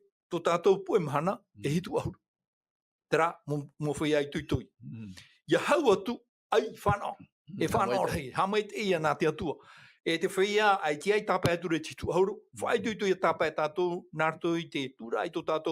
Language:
Tahitian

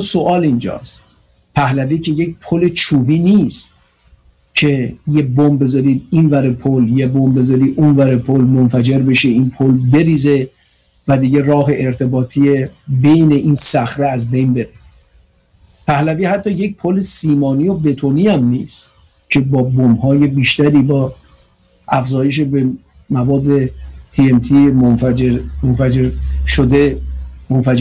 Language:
Persian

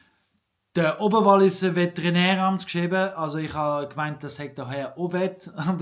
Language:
Swiss German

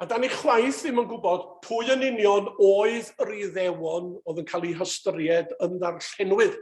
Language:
Welsh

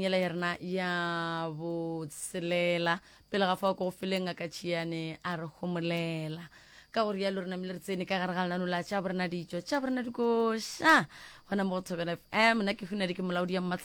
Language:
Northern Sotho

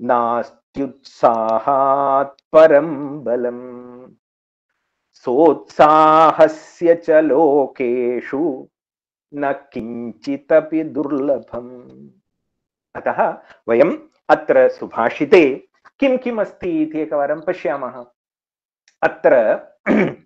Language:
Sanskrit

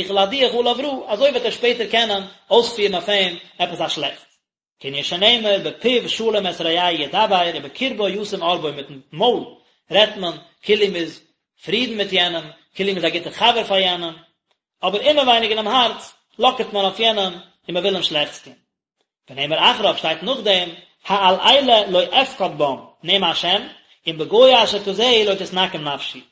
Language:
Yiddish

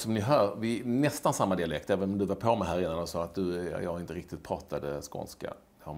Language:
Swedish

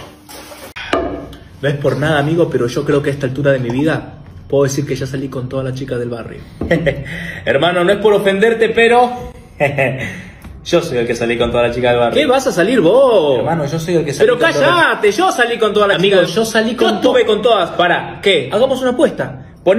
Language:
Spanish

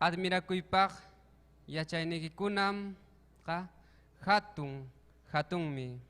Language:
Ayacucho Quechua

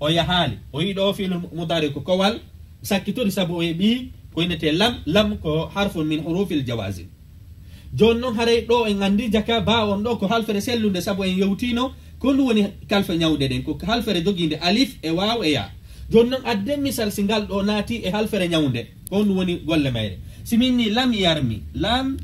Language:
Fula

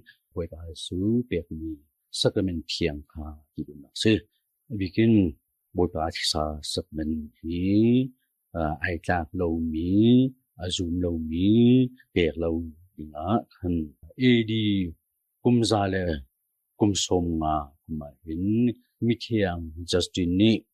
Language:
Hakha Chin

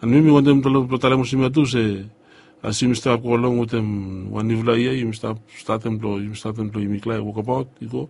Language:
Bislama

